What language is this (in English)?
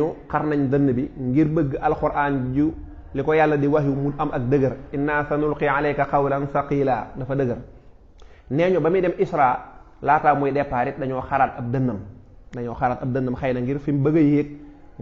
Wolof